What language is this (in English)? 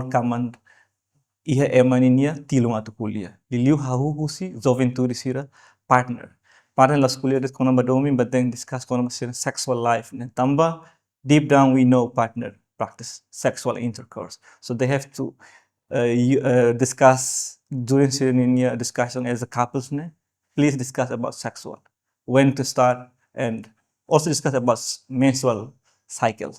Tetum